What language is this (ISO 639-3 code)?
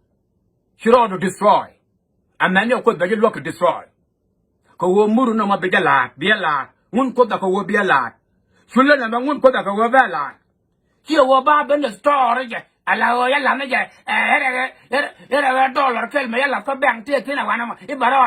nus